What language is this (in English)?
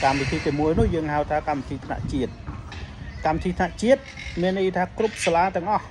Khmer